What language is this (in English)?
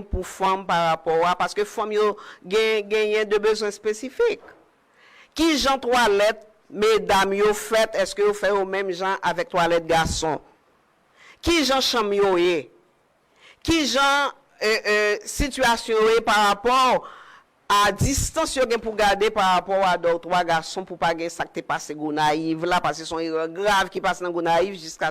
Haitian Creole